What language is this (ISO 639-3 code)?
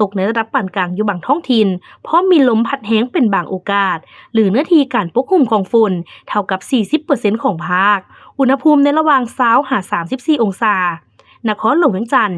lao